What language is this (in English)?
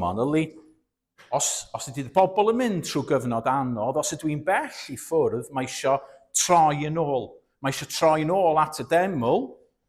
Welsh